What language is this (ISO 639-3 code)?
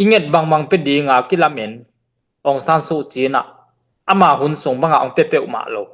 ctd